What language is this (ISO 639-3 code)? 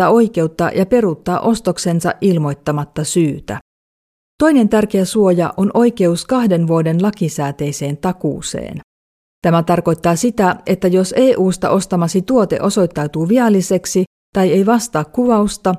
fin